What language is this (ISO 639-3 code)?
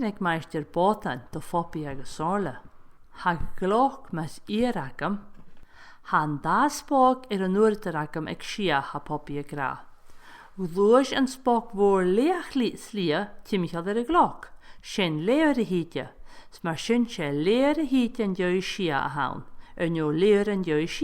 gla